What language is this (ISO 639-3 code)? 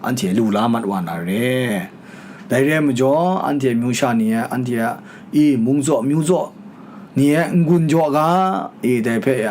kac